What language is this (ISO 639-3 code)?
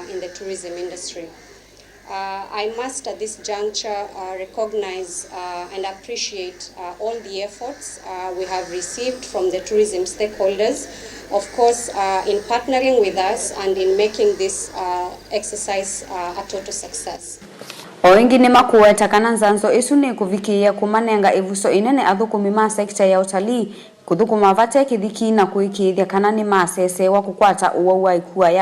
kam